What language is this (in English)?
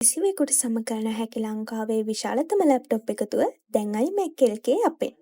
Sinhala